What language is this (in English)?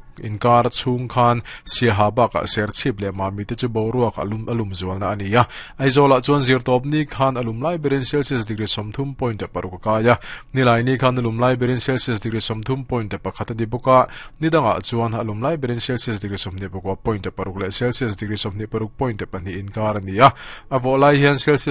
Mizo